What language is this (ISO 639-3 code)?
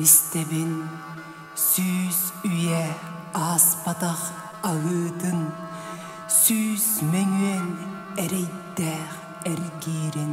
sah